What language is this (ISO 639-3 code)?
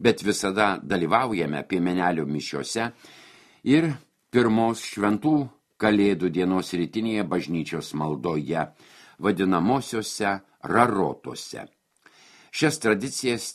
lit